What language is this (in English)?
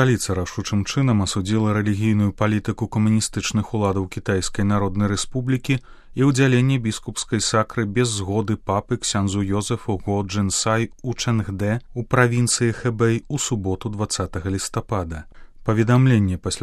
Belarusian